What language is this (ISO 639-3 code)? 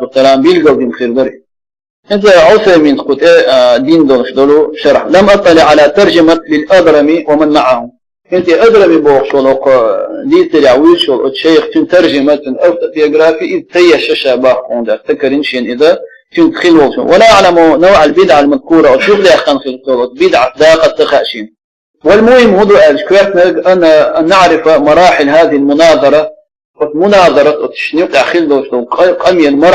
che